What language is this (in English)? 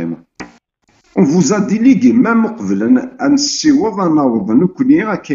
Kabyle